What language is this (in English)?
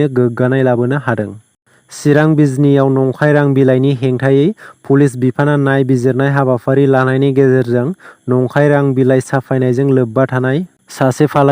Bodo